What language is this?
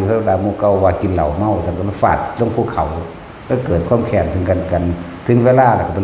Northeastern Thai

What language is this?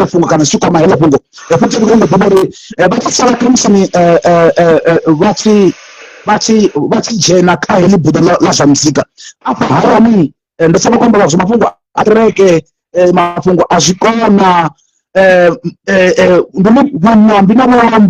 Venda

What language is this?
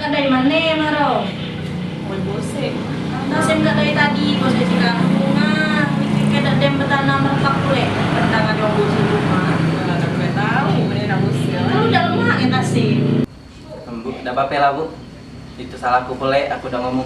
Musi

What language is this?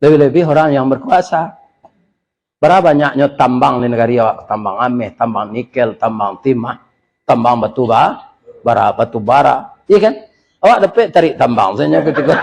Minangkabau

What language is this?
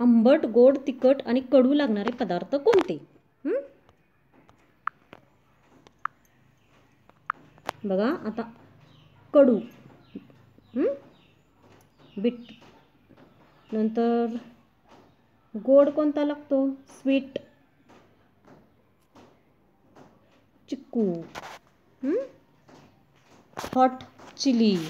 Marathi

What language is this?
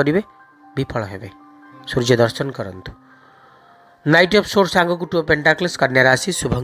Odia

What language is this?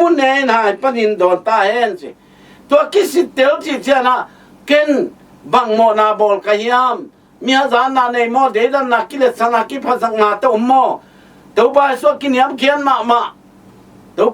Tedim Chin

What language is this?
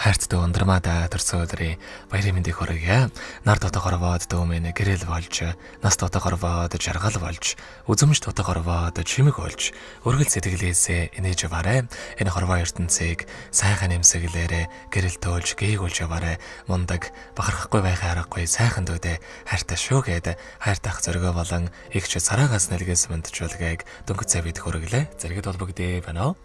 Mongolian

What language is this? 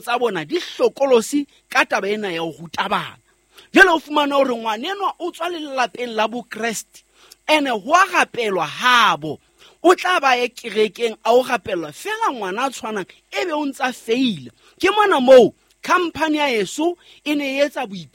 Southern Sotho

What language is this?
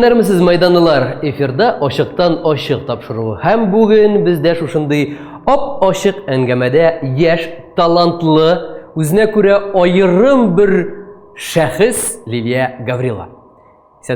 Tatar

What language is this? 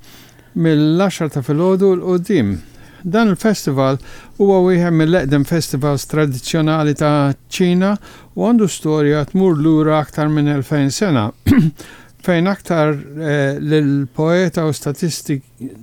Maltese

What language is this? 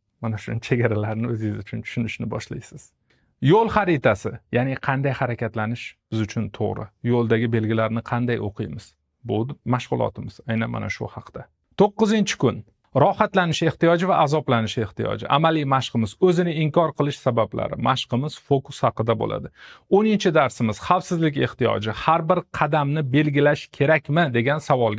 Uzbek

